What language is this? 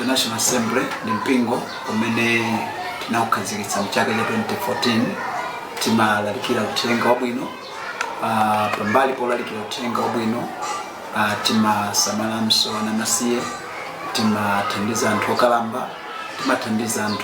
Nyanja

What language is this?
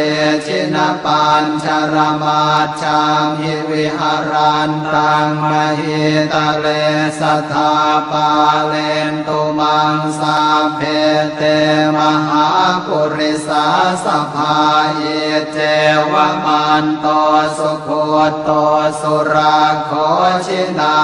Pali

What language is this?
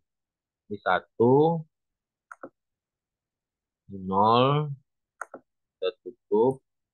Indonesian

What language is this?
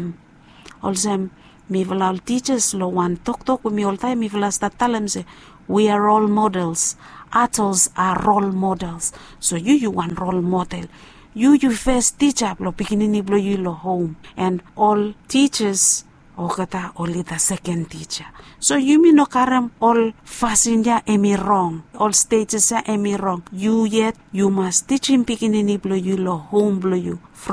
Bislama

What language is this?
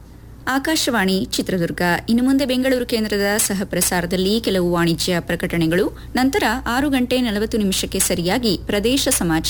Kannada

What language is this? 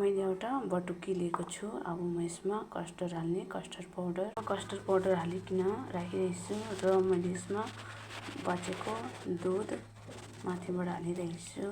Nepali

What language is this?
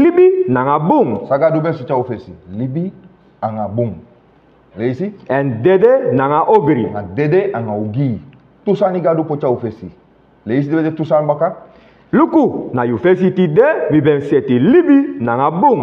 Sranan Tongo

